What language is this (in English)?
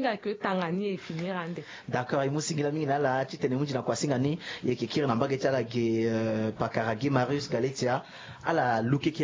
Sango